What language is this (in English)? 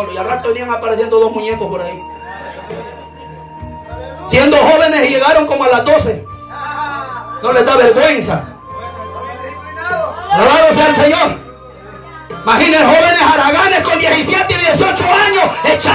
Spanish